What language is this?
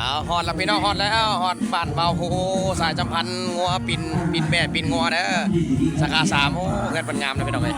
Lao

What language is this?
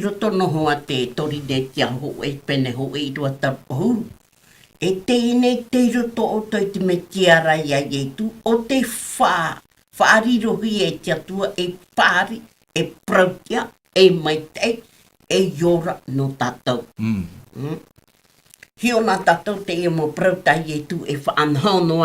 Tahitian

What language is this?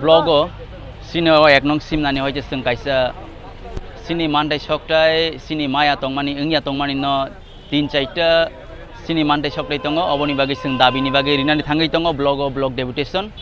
Kok Borok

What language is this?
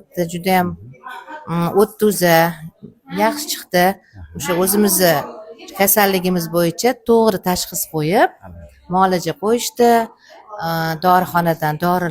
Uzbek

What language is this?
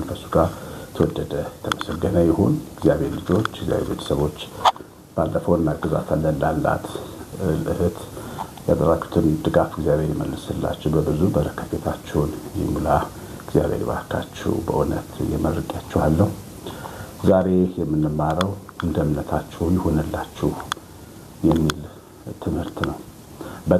Amharic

